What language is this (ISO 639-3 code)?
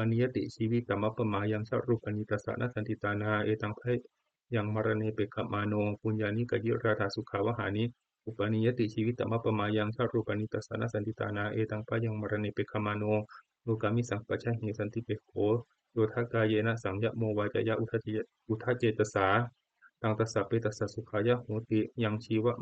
pli